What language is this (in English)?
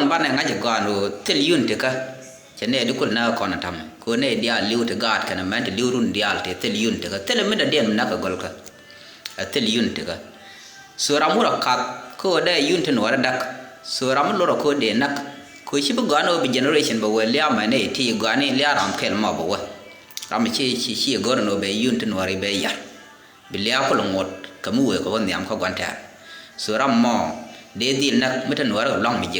Nuer